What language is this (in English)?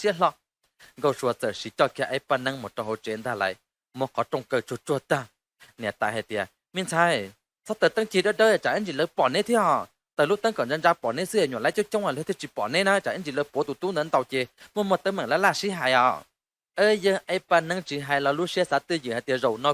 Hmong